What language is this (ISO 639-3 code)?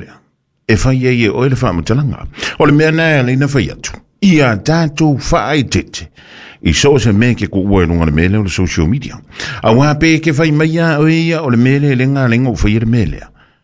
smo